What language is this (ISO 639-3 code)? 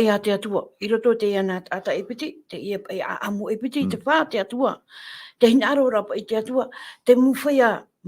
tah